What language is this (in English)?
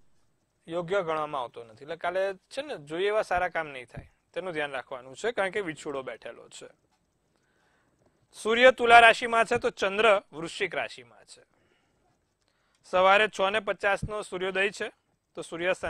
Gujarati